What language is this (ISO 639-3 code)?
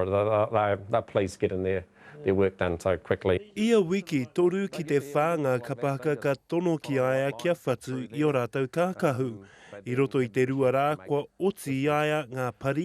mri